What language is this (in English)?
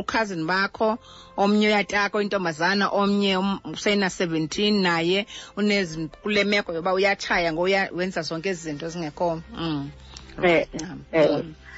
Xhosa